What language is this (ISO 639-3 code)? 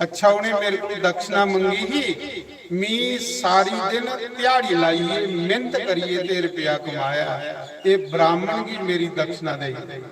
doi